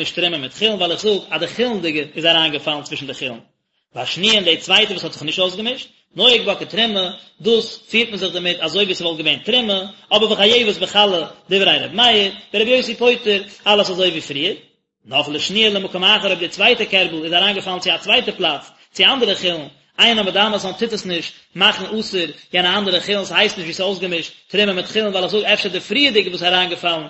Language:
Yiddish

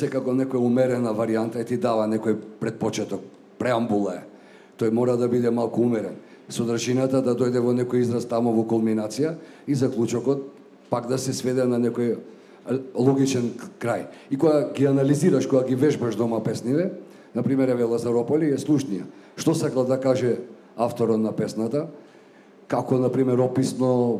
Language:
Macedonian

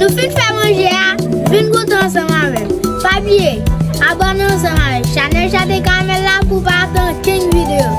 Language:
Haitian Creole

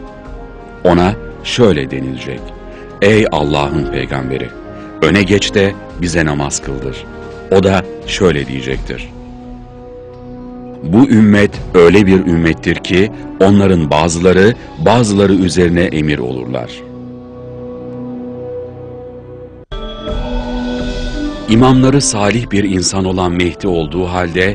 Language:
Turkish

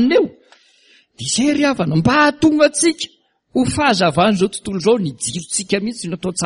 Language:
Malagasy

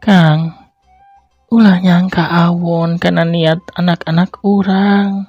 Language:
Sundanese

